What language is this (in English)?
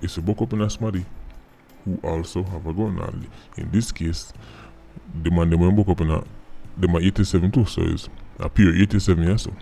Jamaican Creole English